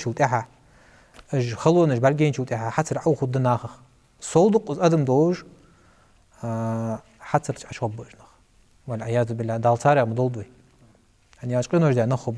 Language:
Ingush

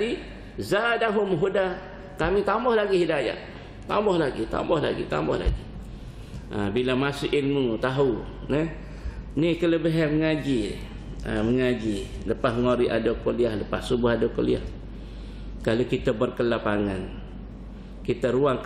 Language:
Malay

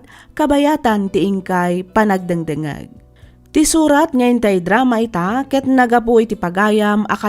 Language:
Iloko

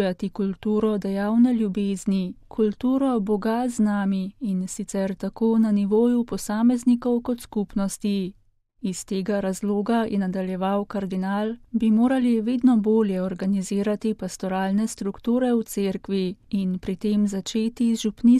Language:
Slovenian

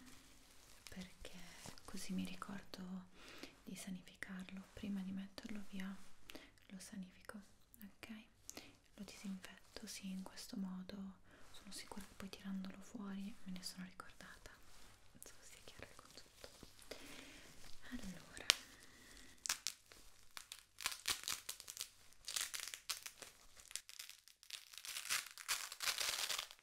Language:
Italian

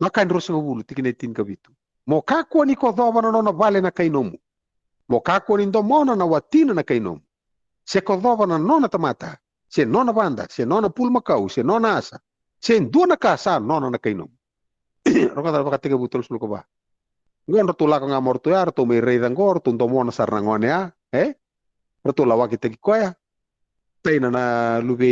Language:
Fijian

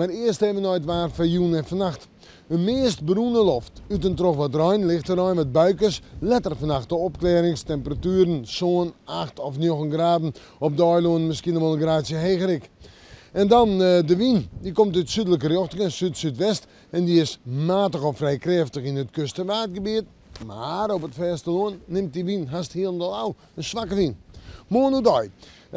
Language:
Western Frisian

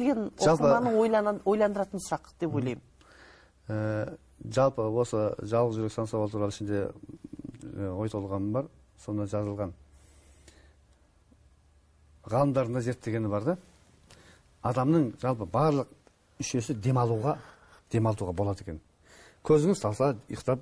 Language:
Kazakh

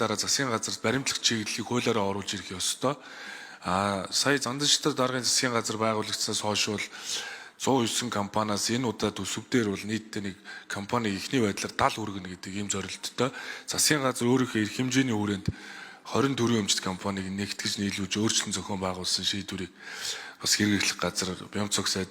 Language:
Mongolian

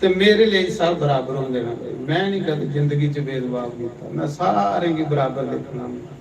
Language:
Dogri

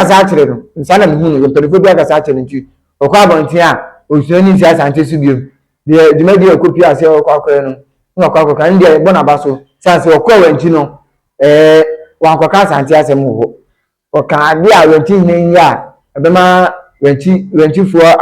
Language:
Akan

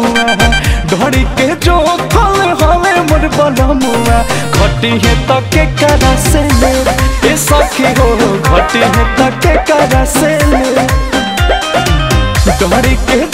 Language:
Bhojpuri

